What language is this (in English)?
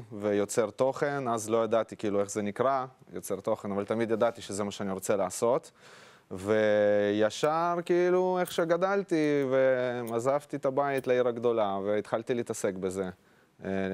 Hebrew